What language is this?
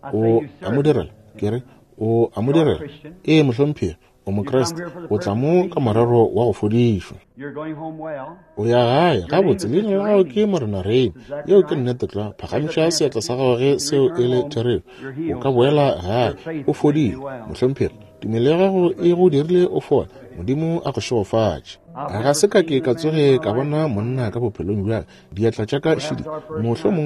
Northern Sotho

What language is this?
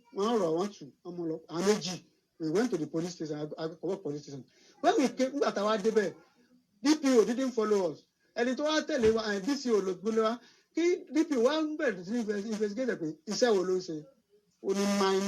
Yoruba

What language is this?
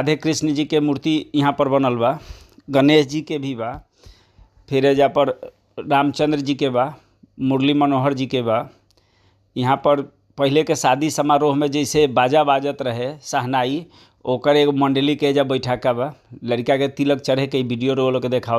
Bhojpuri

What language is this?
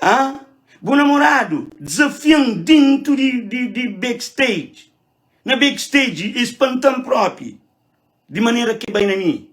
Kabuverdianu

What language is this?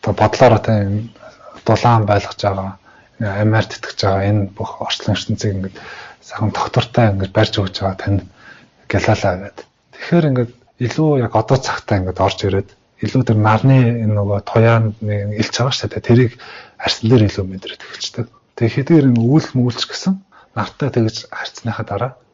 Mongolian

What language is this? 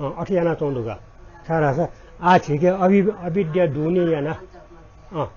Newari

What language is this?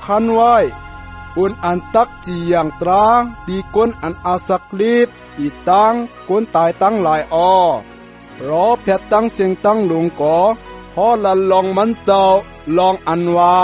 Shan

